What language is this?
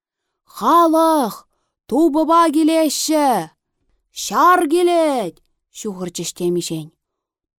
Chuvash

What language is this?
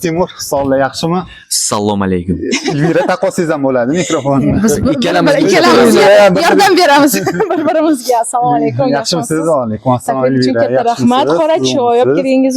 Uzbek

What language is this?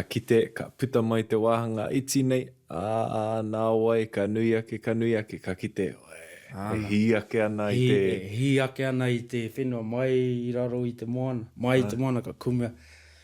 Māori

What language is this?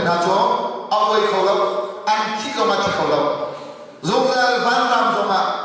Hakha Chin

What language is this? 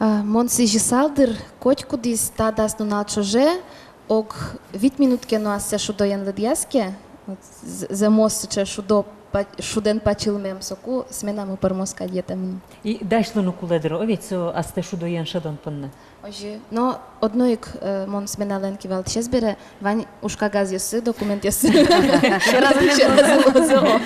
Udmurt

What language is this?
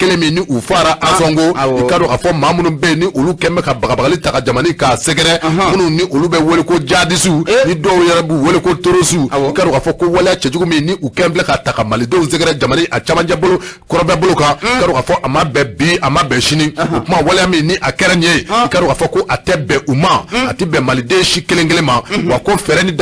Bambara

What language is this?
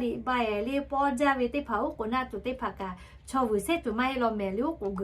Lahu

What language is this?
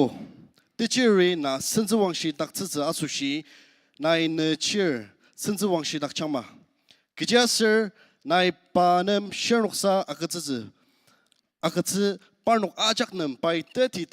Ao Naga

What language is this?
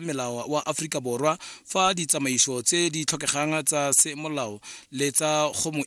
Tswana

